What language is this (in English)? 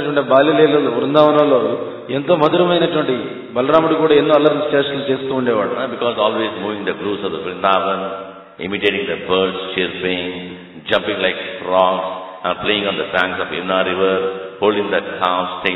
Telugu